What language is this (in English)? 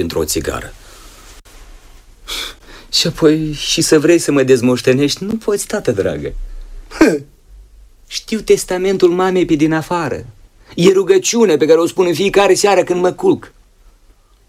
Romanian